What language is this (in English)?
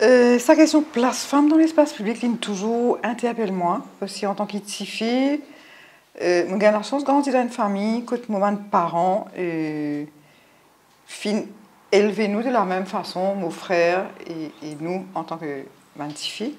Morisyen